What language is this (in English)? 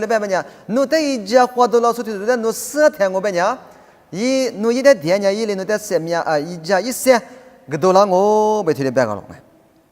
Lisu